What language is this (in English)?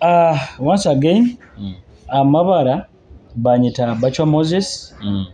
Nyoro